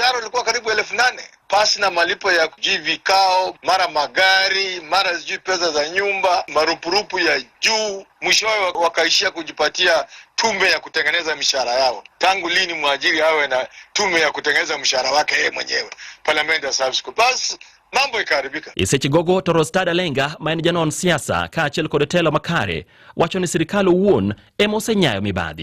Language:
Luo (Kenya and Tanzania)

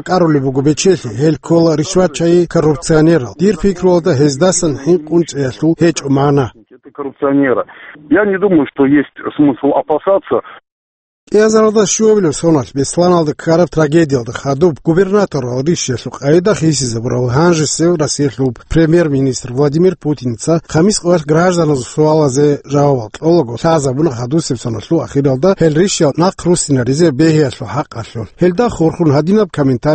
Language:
Avaric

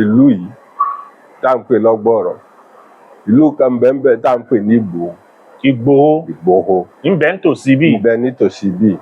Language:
Yoruba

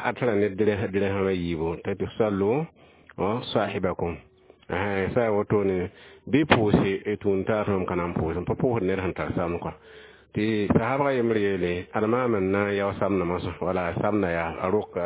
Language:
Mossi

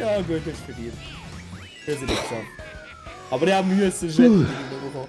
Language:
Swiss German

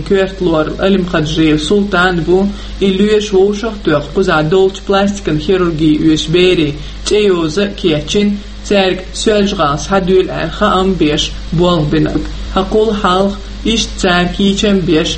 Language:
Chechen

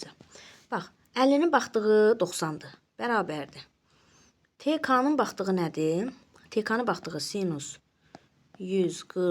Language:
Azerbaijani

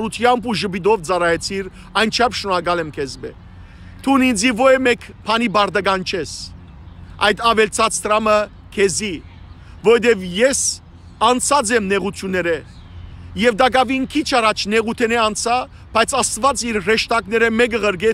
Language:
Western Armenian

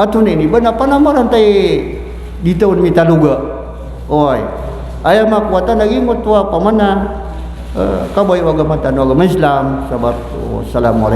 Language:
Maranao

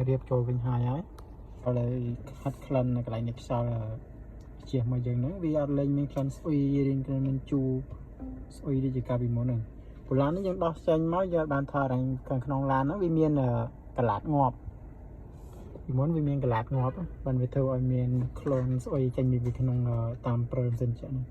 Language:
Khmer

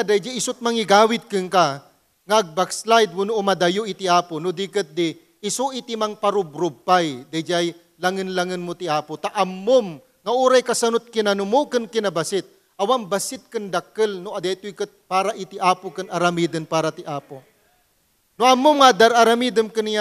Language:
Iloko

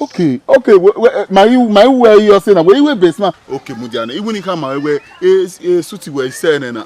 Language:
Bini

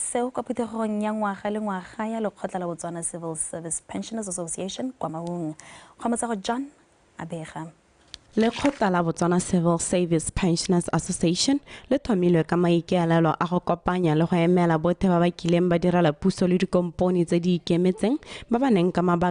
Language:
Tswana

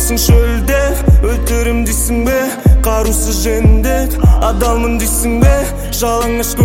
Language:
Kazakh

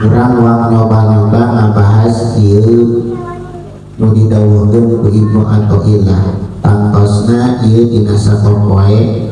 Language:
Sundanese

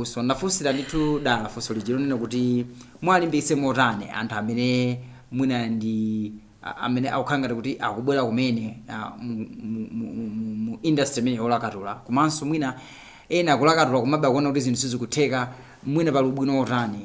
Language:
Nyanja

